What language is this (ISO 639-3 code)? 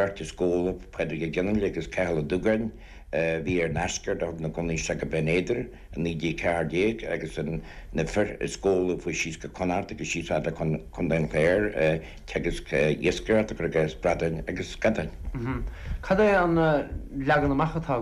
gle